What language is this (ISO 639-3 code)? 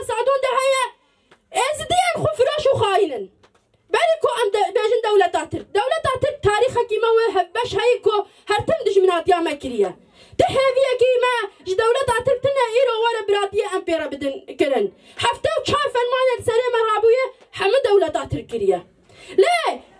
kur